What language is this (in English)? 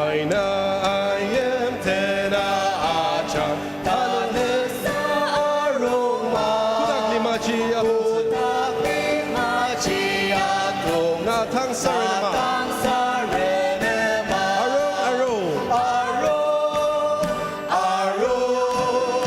Ao Naga